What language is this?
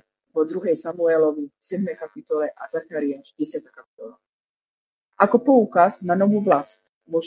Slovak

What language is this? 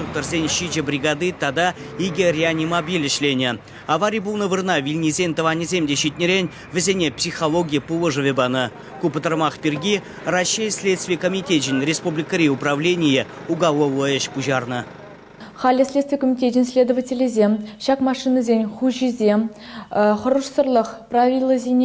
Chuvash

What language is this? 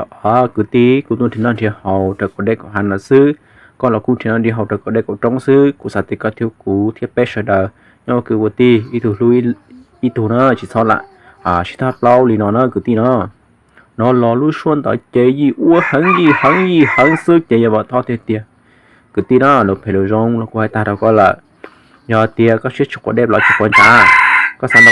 Hmong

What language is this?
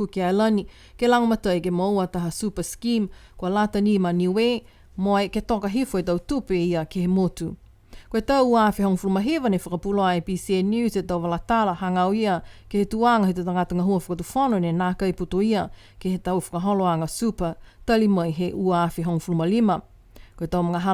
Niuean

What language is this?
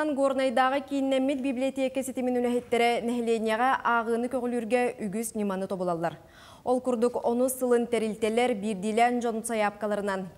Yakut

